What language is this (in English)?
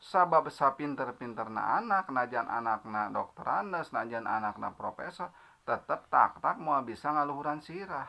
Sundanese